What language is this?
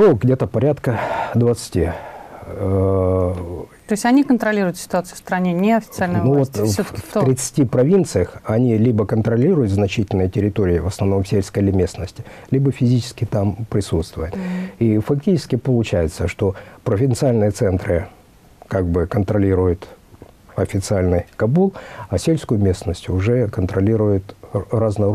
Russian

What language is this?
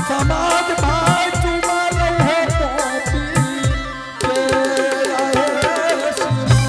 Angika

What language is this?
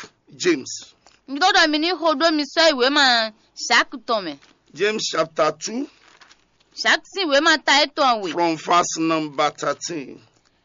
Fon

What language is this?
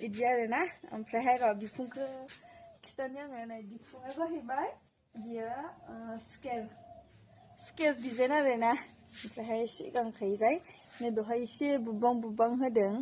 Bodo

